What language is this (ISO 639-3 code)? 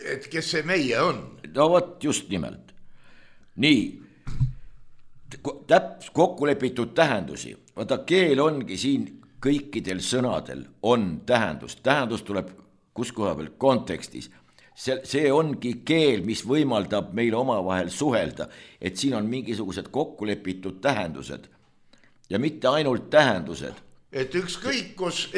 est